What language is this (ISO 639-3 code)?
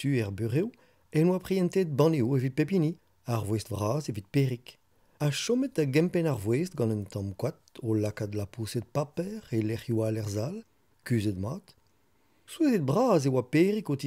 bre